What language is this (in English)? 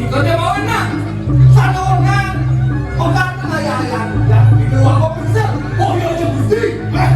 Balinese